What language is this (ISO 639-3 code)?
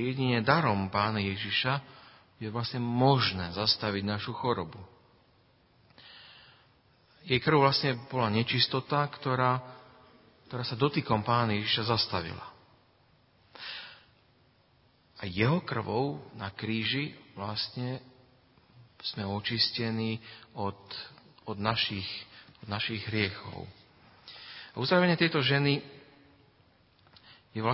slk